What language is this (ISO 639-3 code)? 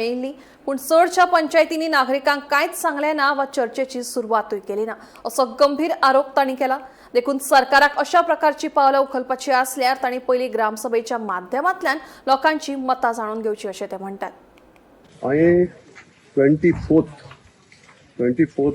kok